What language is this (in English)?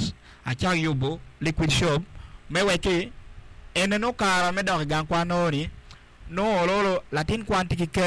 Acoli